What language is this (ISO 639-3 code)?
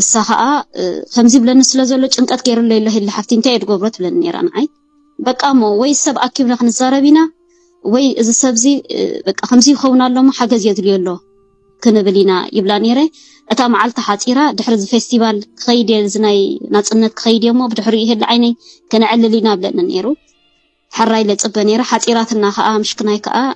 tir